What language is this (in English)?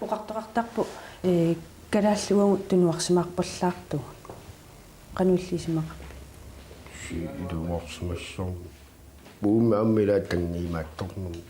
Kalaallisut